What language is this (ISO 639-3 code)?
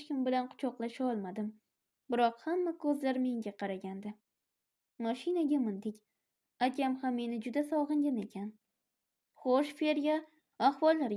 uzb